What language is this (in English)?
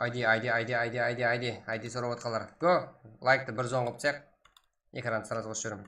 Kara-Kalpak